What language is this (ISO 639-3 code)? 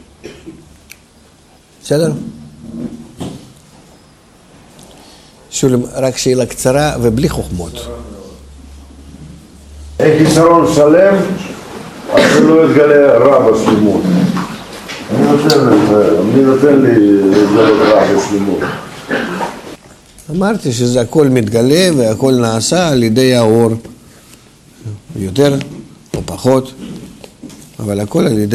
heb